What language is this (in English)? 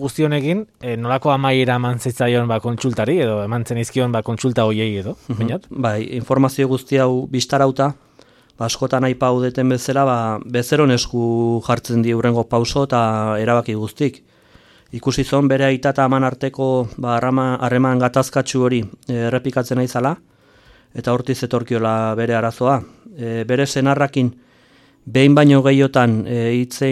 Basque